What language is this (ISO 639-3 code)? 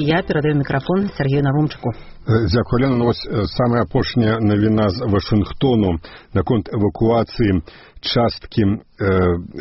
bel